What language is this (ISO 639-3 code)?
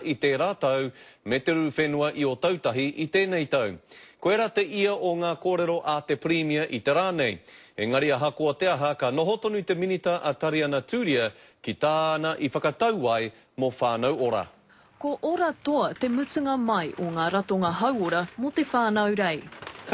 mri